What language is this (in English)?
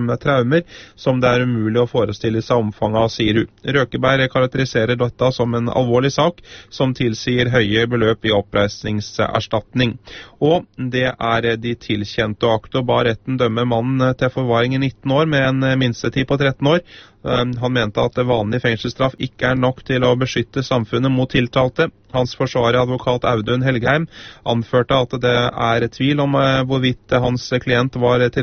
Norwegian